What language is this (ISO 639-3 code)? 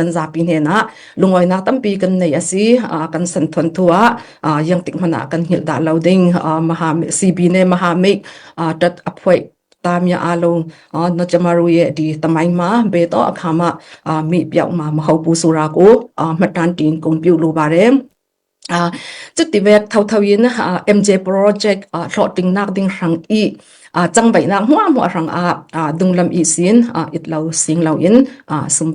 cfm